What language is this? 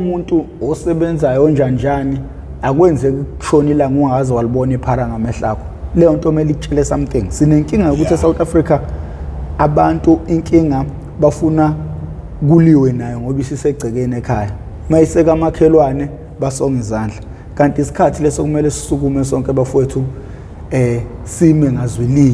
Zulu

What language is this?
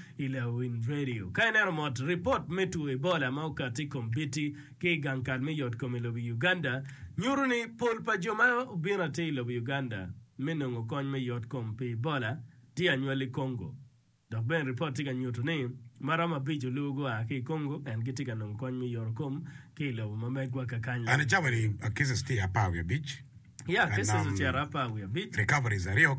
Acoli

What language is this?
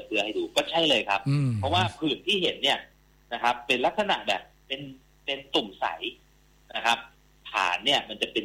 Thai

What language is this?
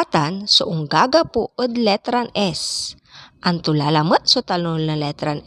Pangasinan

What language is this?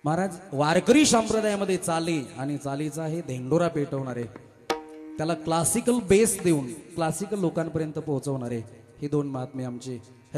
Marathi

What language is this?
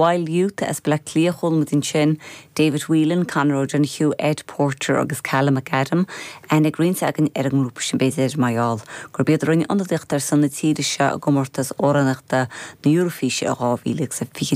Irish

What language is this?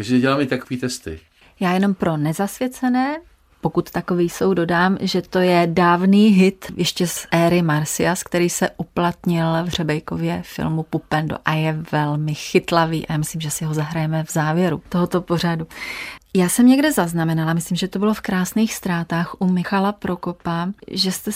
Czech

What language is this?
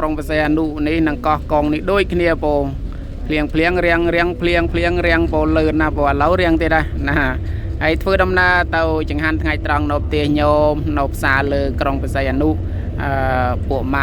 Khmer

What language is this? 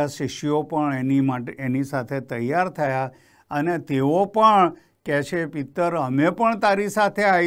Gujarati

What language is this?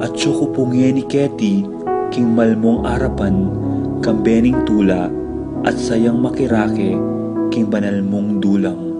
Pampanga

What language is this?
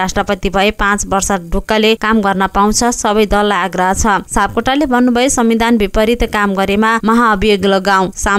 Nepali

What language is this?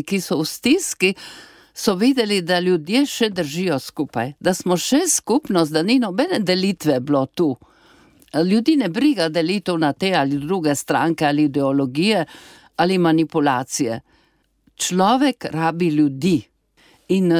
Slovenian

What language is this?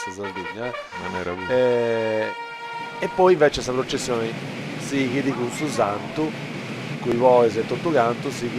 Sardinian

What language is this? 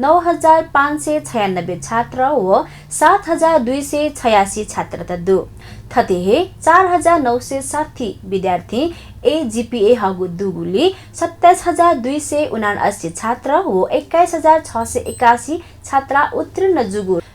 Newari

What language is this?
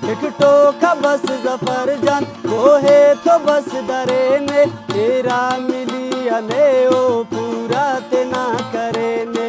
Brahui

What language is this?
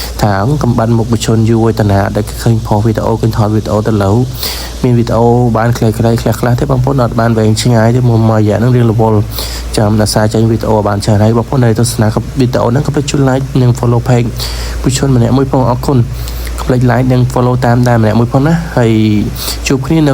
Khmer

